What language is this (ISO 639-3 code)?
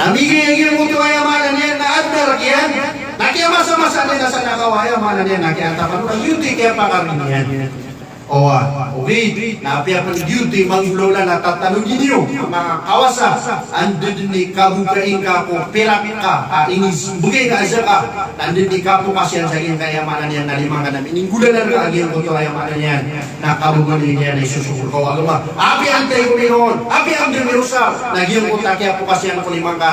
mrw